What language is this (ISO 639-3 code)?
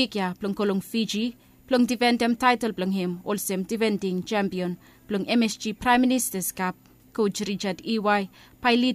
bis